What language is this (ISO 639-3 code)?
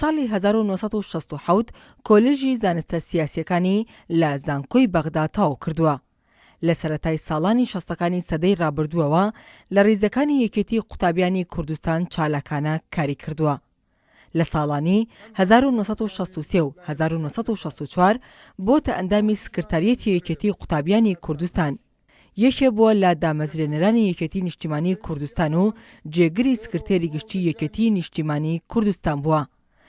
ckb